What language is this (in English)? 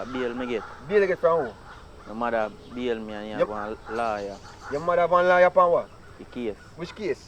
Jamaican Creole English